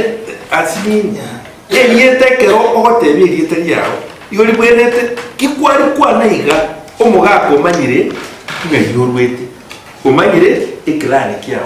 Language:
Gusii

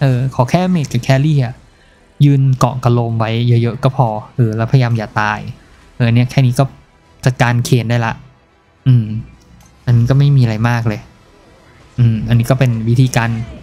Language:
Thai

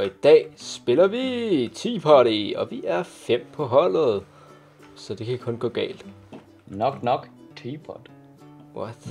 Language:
Danish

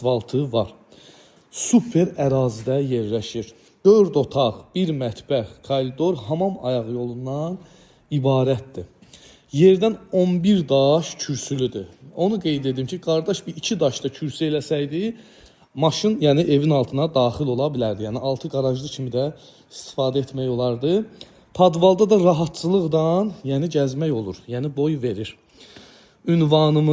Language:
Azerbaijani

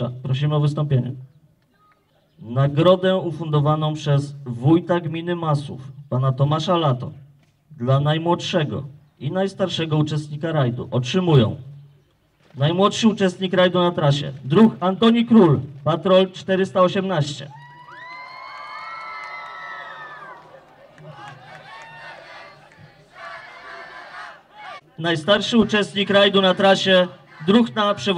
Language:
Polish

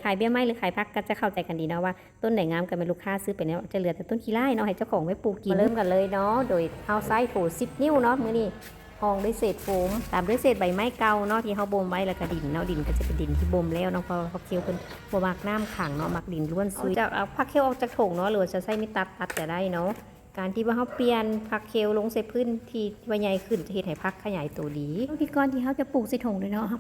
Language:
Lao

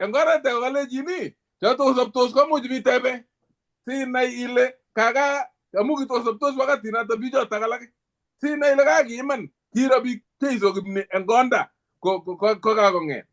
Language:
Kalenjin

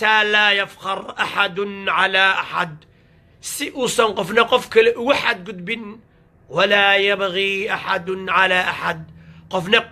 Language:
Somali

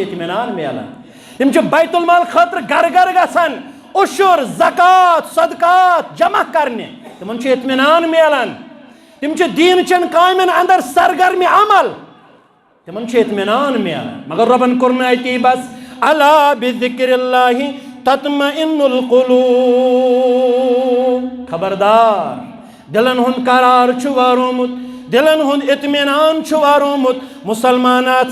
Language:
Kashmiri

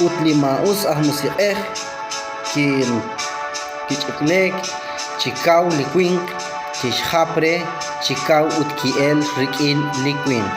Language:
Kekchí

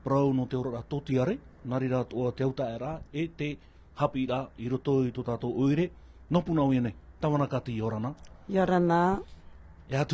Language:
Tahitian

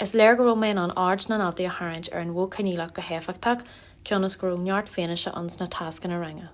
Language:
Irish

